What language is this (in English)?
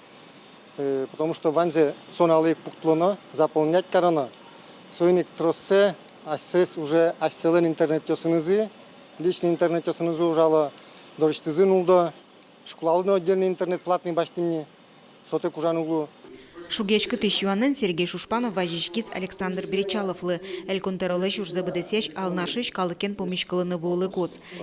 Udmurt